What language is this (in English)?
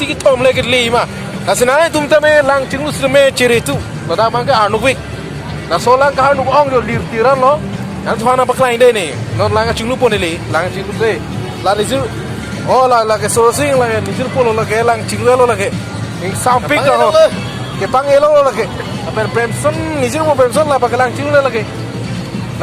Karbi